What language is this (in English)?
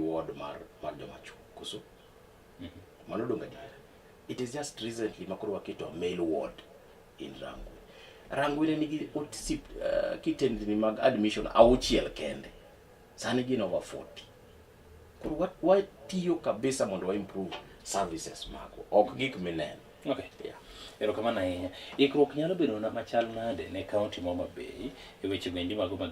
Luo (Kenya and Tanzania)